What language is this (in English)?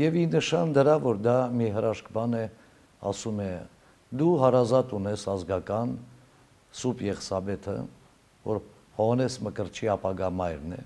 Armenian